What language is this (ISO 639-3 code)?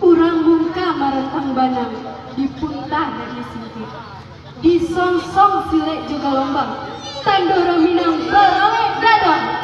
min